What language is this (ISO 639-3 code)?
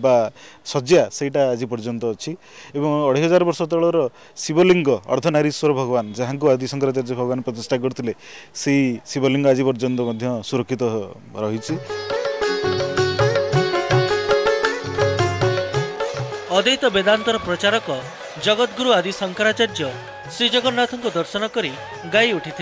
ori